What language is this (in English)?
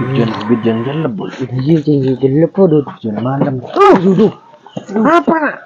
Madurese